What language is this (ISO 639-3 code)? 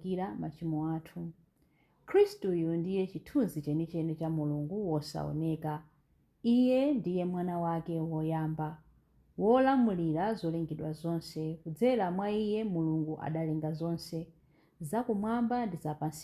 nya